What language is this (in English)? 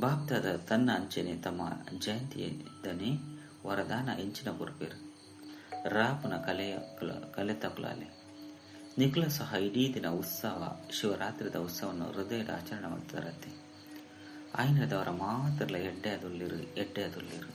Tulu